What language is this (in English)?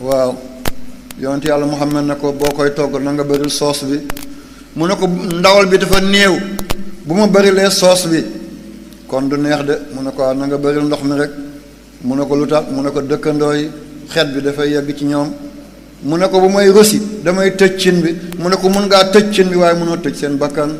Wolof